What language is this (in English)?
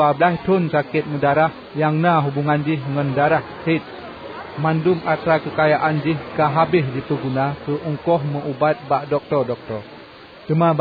Achinese